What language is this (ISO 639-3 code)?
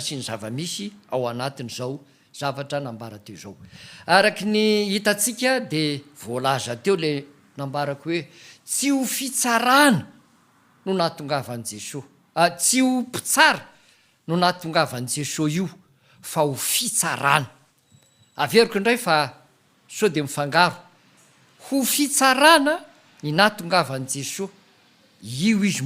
mlg